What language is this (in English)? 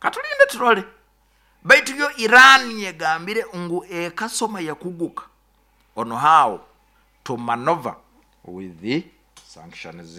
Nyoro